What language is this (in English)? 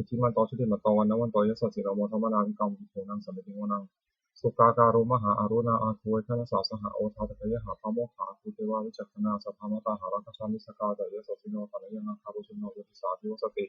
Pali